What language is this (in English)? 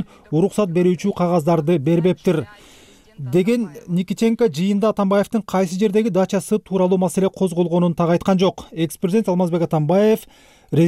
Kyrgyz